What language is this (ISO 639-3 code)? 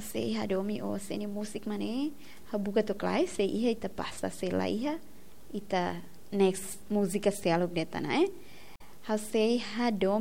tet